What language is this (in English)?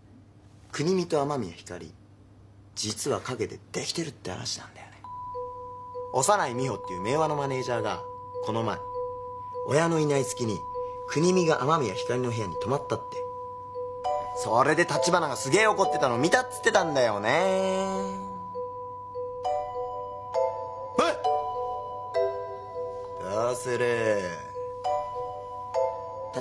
Japanese